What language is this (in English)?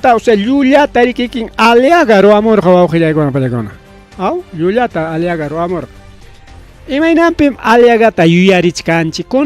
Ayacucho Quechua